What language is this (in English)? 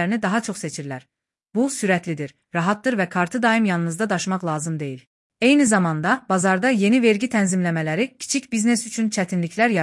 Azerbaijani